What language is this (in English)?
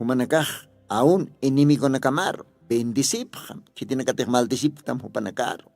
Aymara